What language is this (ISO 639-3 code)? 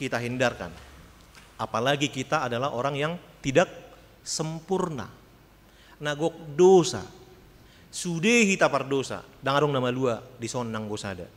bbc